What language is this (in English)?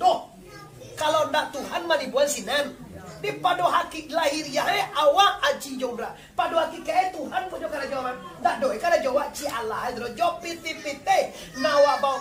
Minangkabau